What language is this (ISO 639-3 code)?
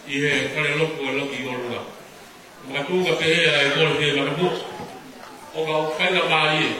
ton